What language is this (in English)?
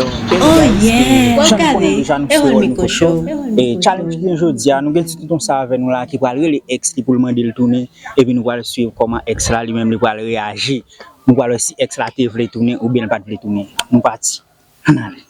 Haitian Creole